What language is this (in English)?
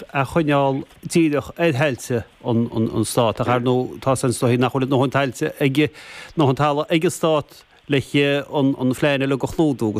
Irish